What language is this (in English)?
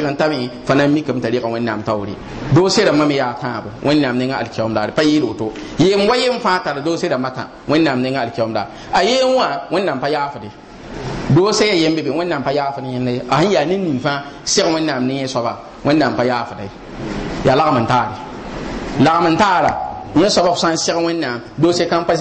Mossi